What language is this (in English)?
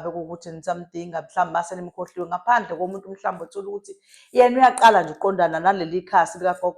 Zulu